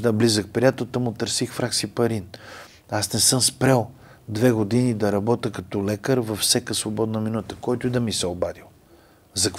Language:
Bulgarian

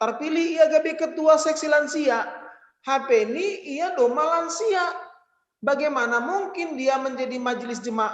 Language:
Batak Simalungun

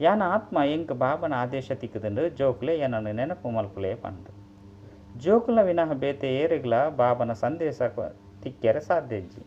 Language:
Tulu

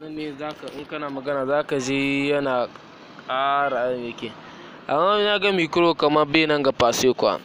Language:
Hausa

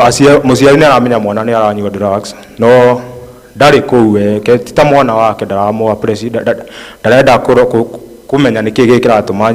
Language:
Kikuyu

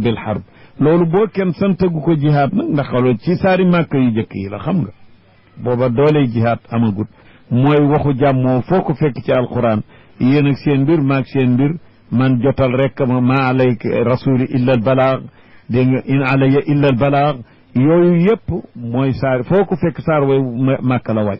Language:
Wolof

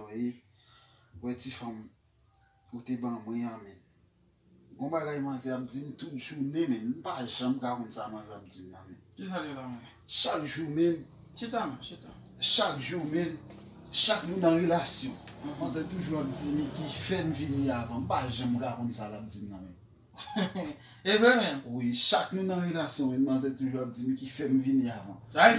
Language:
Haitian Creole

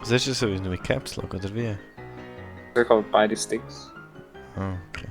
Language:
Swiss German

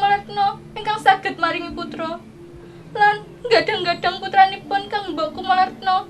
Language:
Javanese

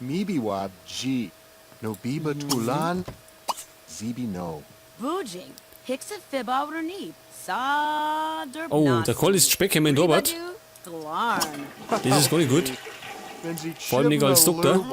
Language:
Bavarian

